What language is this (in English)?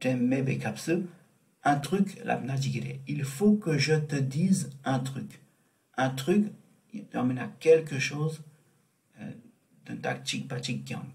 Tibetan